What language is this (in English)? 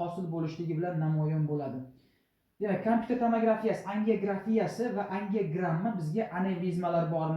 Uzbek